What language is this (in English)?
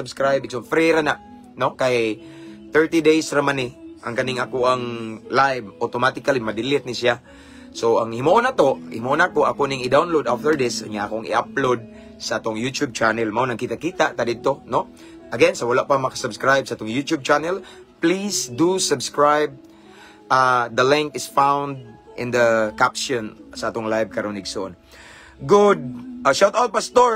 Cebuano